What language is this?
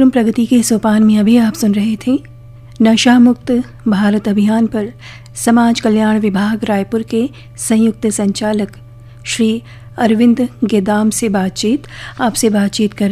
Hindi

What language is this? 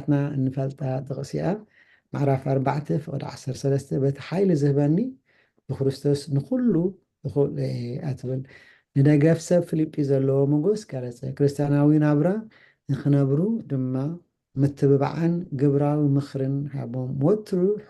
Tigrinya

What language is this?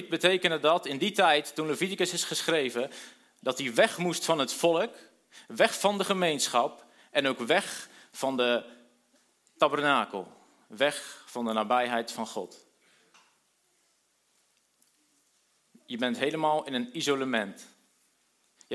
Dutch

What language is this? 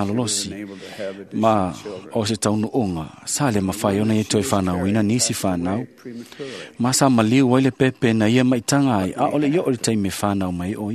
Samoan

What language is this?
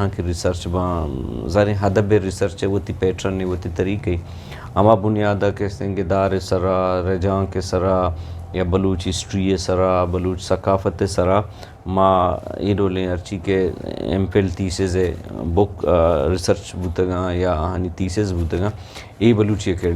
Eastern Balochi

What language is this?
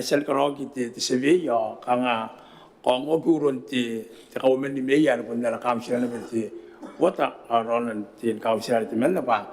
Gilbertese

